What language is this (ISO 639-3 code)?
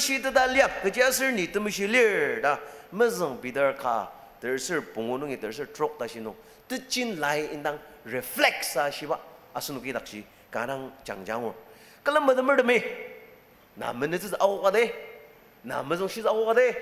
njo